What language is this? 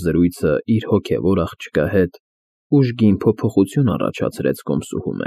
Armenian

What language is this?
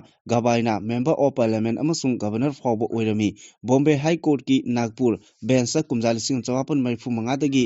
Manipuri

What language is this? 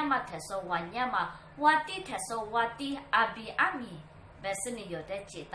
Lisu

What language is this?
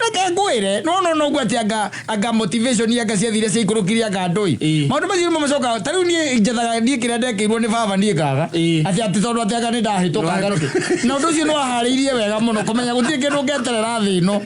Kikuyu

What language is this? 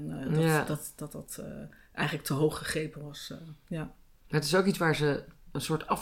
Dutch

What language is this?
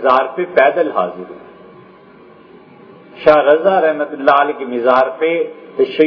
Urdu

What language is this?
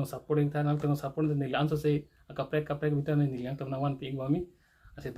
Karbi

